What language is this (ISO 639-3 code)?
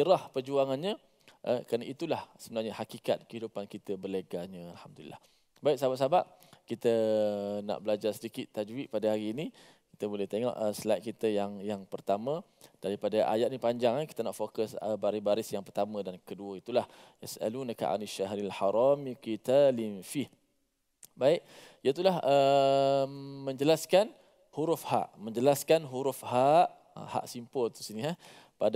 msa